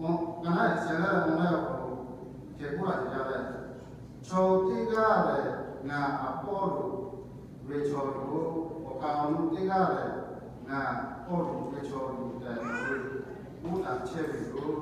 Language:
Lahu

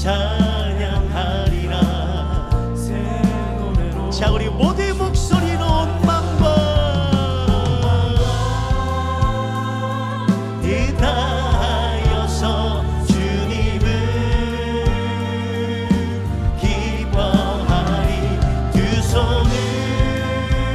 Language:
Korean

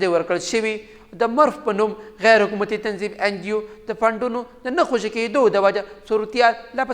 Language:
Pashto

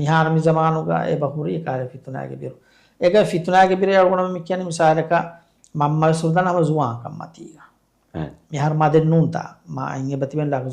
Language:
Divehi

